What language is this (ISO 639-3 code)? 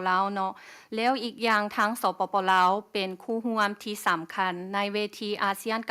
lao